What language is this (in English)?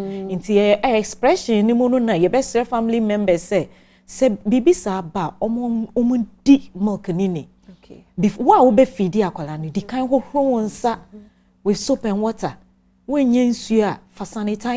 Akan